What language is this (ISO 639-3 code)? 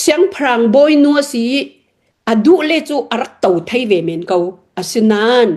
cnh